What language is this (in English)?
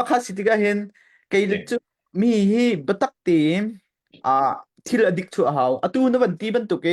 Hakha Chin